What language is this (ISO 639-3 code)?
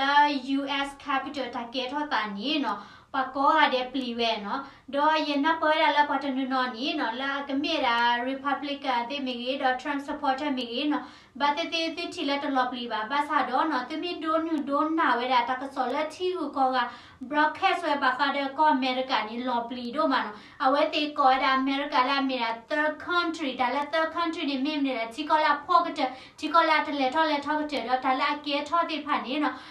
ksw